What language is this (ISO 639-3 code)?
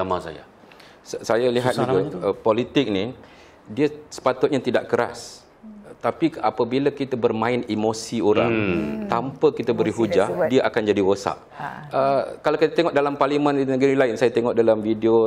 msa